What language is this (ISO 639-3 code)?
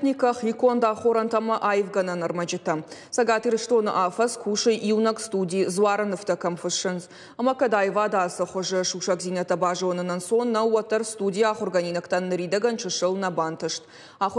oss